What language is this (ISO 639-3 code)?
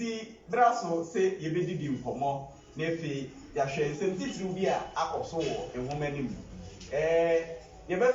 aka